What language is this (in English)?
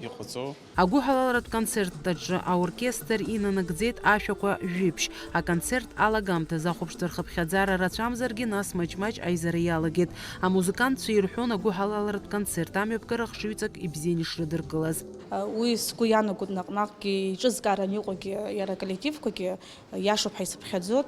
Abkhazian